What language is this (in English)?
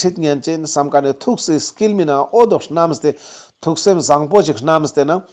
Ladakhi